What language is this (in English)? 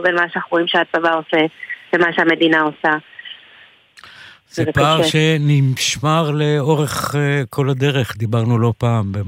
Hebrew